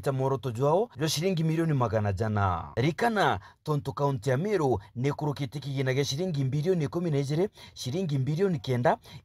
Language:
Meru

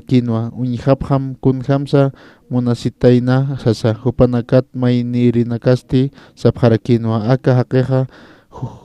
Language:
Aymara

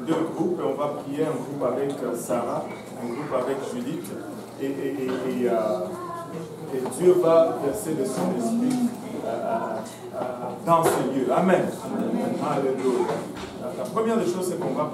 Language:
French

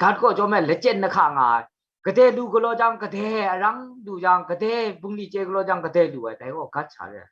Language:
Kachin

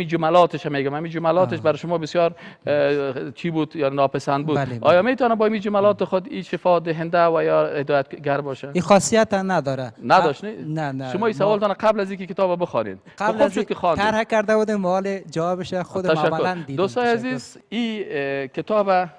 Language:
Persian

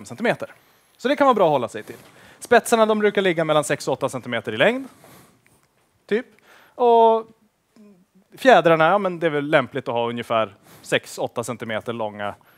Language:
Swedish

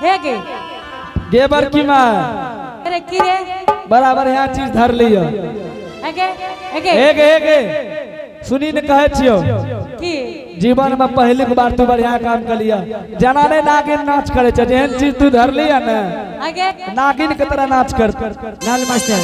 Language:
Angika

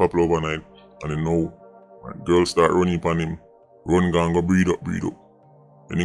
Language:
Jamaican Creole English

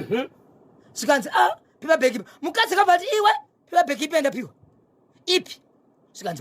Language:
Shona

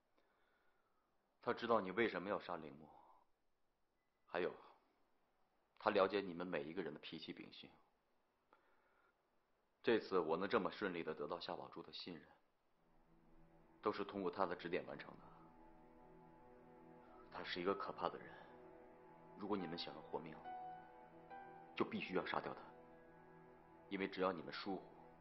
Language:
Chinese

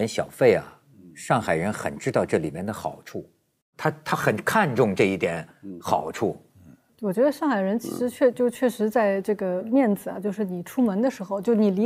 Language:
Chinese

